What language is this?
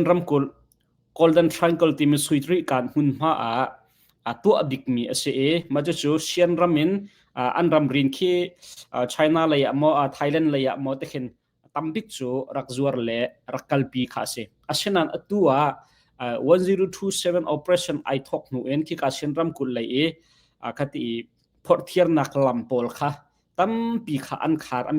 Hakha Chin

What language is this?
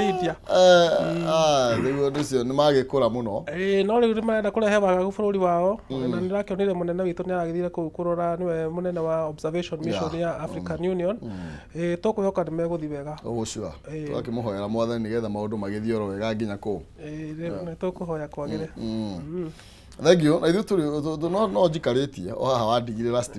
Kikuyu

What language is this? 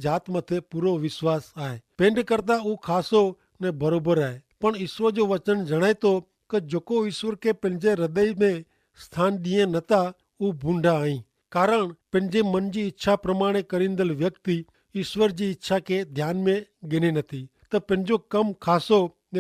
Kachhi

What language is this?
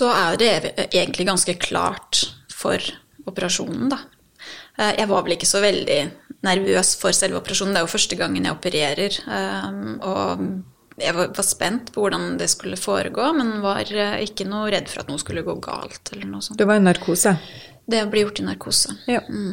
Norwegian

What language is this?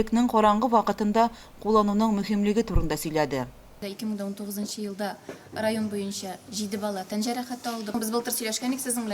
Tatar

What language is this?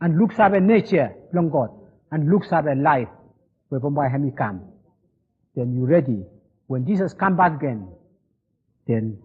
Bislama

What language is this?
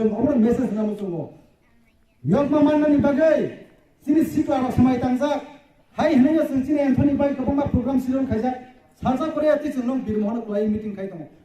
Kok Borok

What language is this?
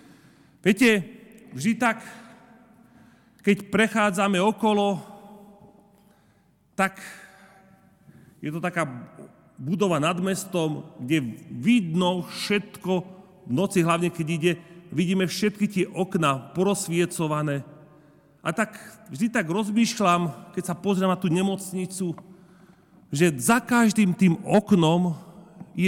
Slovak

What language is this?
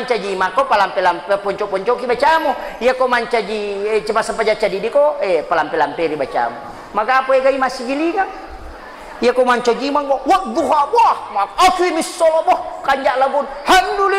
Buginese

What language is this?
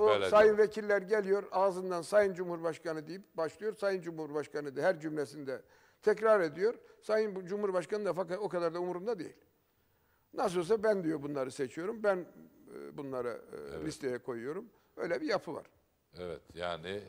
Turkish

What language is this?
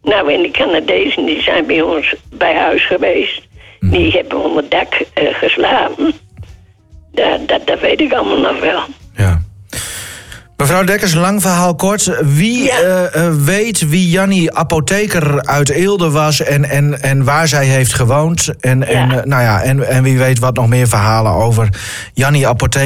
Dutch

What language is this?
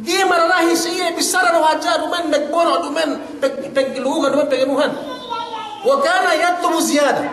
Yakan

